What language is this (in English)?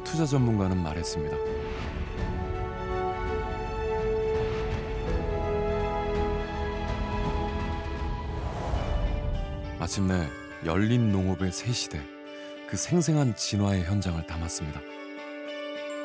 Korean